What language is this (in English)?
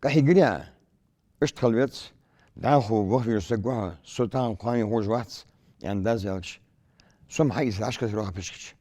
Ingush